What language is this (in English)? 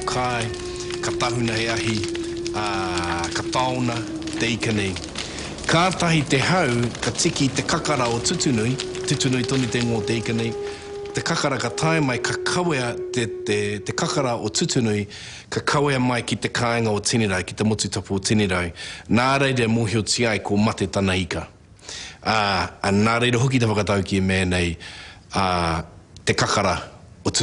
Māori